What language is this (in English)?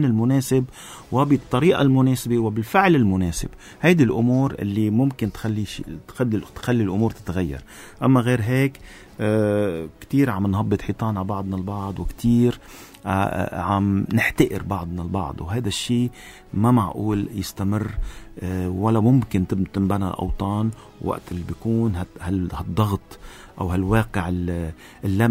North Levantine Arabic